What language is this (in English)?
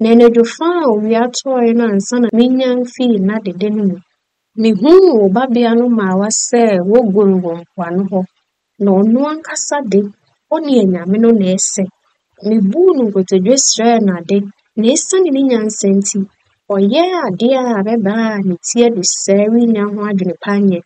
Akan